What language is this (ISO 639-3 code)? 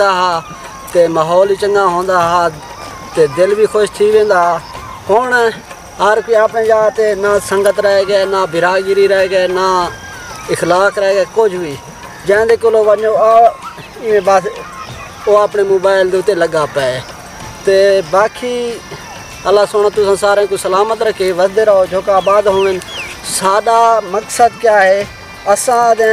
skr